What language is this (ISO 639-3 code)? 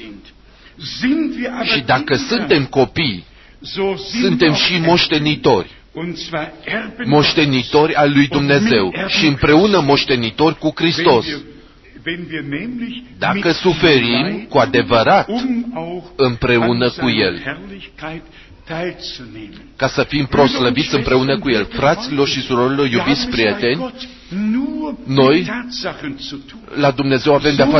ron